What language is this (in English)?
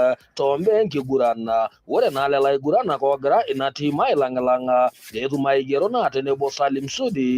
Masai